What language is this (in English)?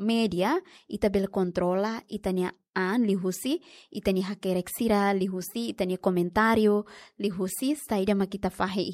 Tetum